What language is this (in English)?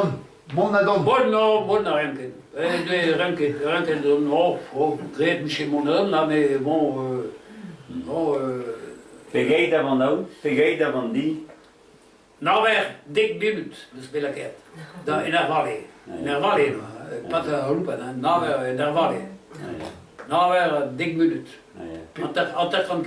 Breton